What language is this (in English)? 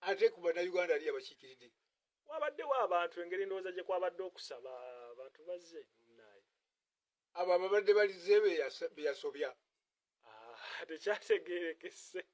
Ganda